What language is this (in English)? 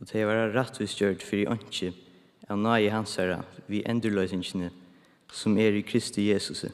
Faroese